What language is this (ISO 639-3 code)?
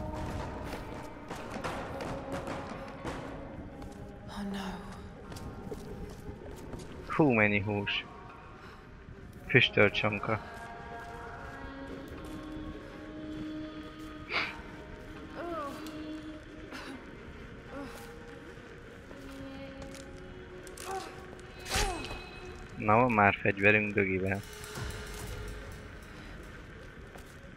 hun